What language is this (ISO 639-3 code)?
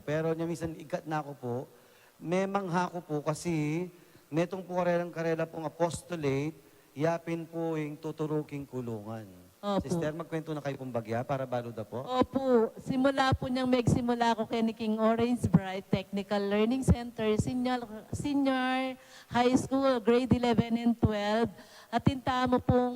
pam